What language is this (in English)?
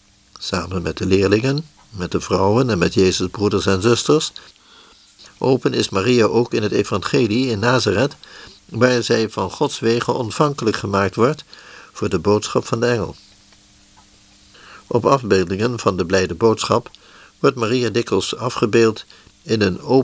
Dutch